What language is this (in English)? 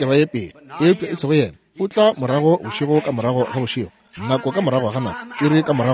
Northern Sotho